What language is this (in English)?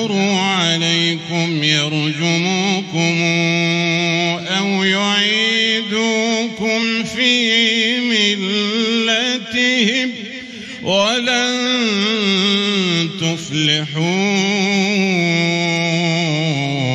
Arabic